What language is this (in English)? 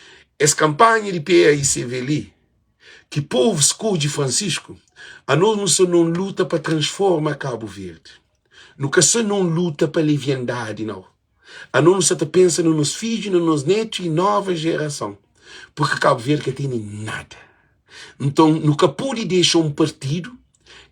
Kabuverdianu